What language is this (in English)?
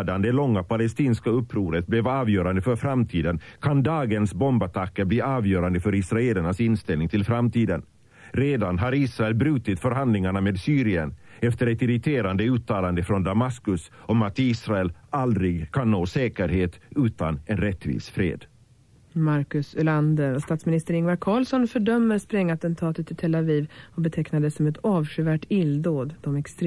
Swedish